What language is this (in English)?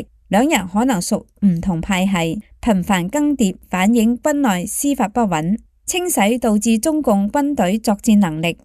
Cantonese